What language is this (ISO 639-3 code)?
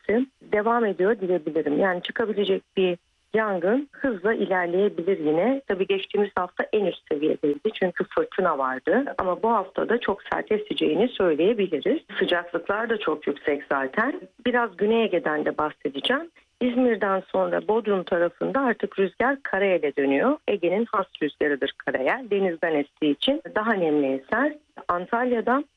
tur